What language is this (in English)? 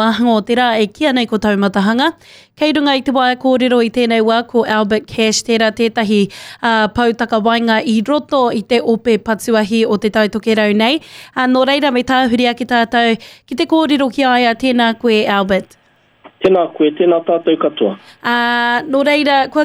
Māori